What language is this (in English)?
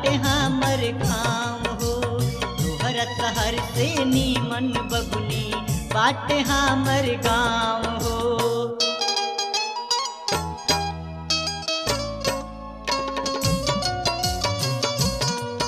Bhojpuri